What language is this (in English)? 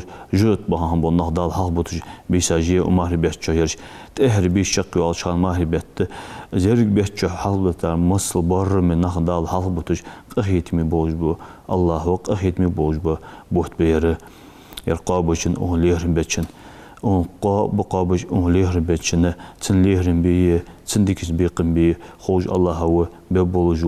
Ingush